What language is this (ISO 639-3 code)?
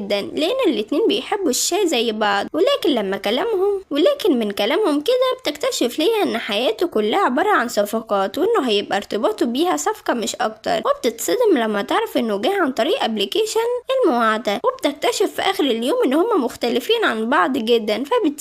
arz